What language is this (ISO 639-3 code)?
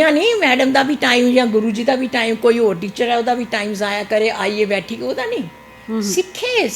doi